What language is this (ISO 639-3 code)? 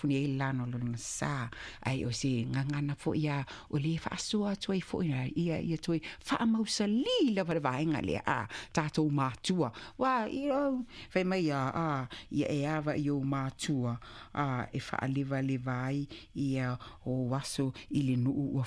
smo